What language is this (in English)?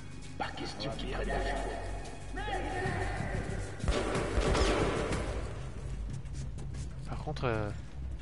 French